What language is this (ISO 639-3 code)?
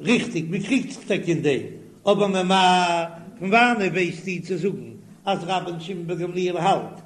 yid